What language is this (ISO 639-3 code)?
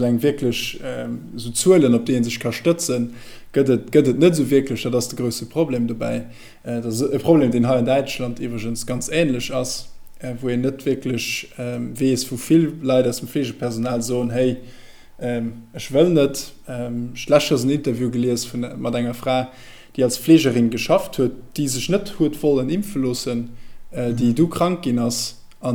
ltz